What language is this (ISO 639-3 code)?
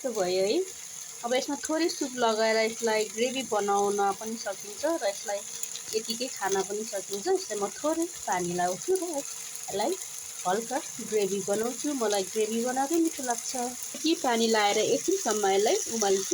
nep